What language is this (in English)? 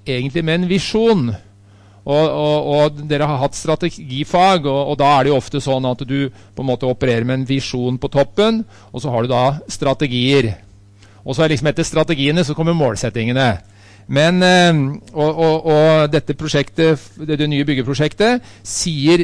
Norwegian